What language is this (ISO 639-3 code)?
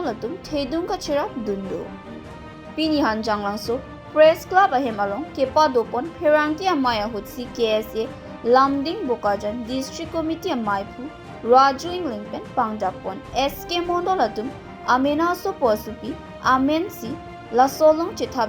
mjw